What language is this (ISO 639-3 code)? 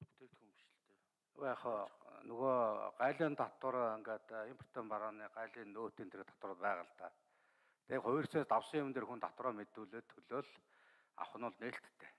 mon